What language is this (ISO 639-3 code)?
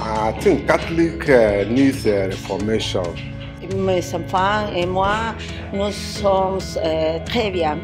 ltz